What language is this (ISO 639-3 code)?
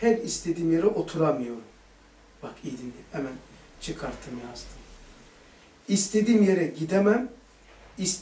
tur